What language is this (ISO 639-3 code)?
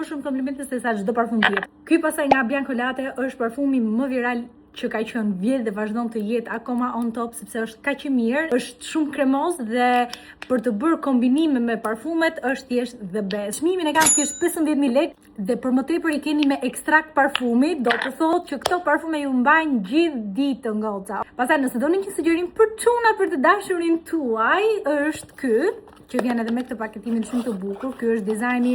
sqi